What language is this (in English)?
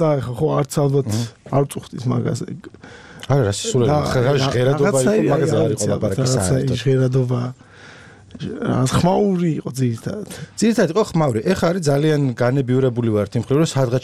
Georgian